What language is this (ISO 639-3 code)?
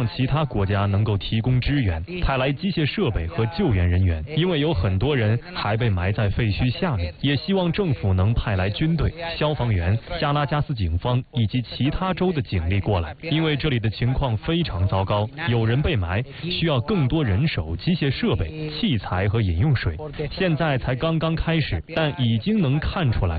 zho